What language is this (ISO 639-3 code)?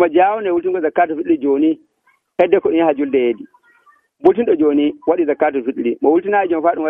fuv